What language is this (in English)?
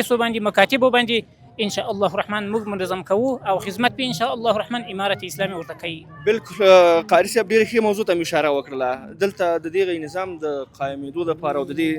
Pashto